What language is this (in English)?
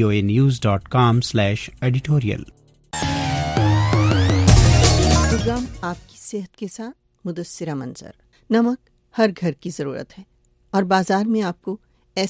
Urdu